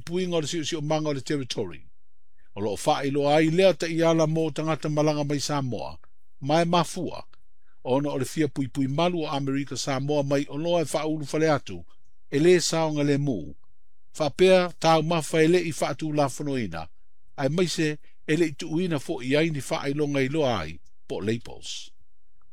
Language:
Samoan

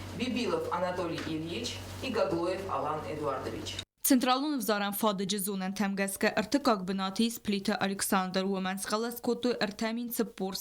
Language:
Ossetic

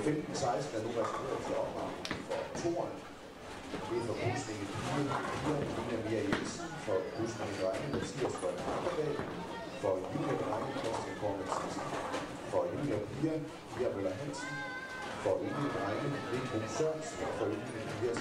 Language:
Danish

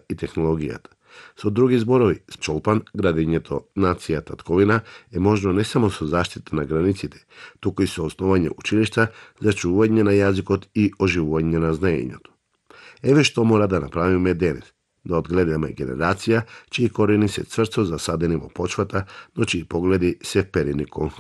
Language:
Macedonian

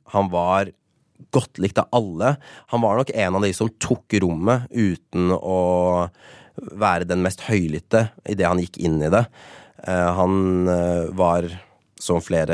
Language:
Norwegian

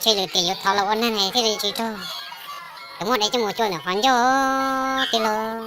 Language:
Hmong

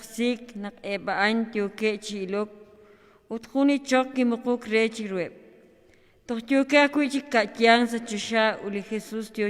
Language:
Kekchí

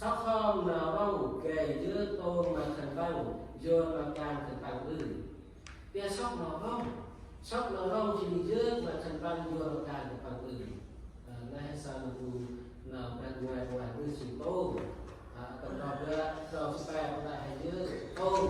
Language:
Central Mnong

